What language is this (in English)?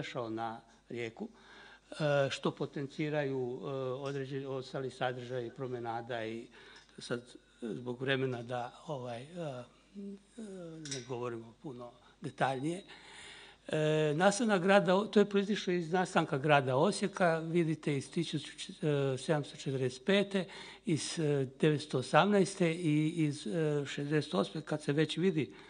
Croatian